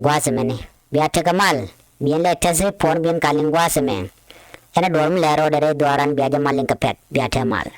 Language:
Nuer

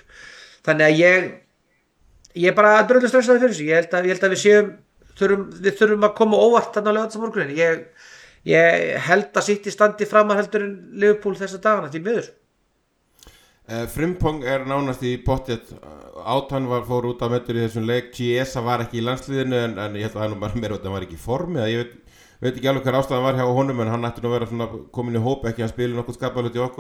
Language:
Icelandic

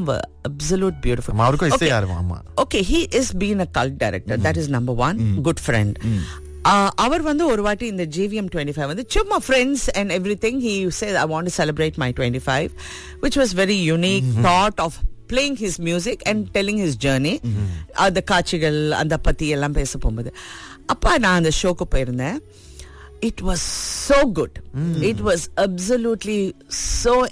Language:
Tamil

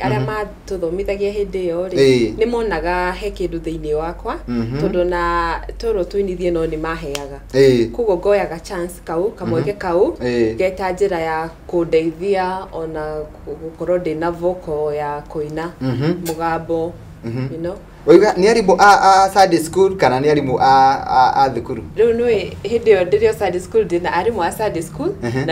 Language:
Kikuyu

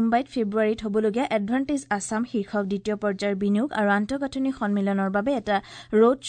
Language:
Assamese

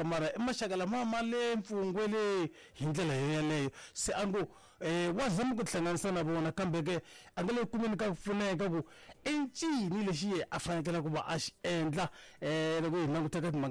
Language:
Tsonga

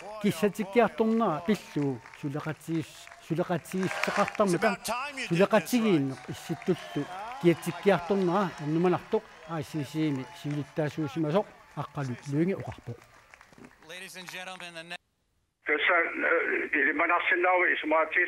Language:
Kalaallisut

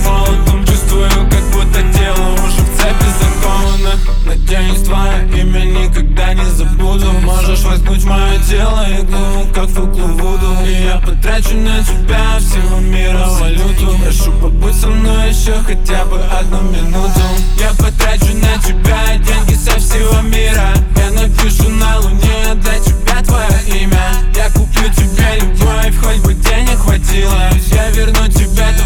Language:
Russian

